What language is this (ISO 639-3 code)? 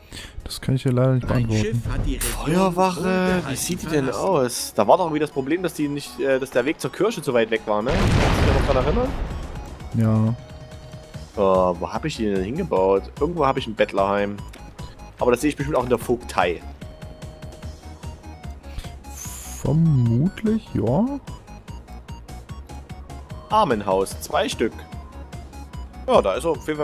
deu